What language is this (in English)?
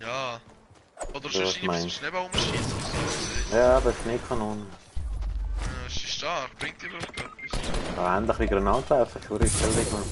Swiss German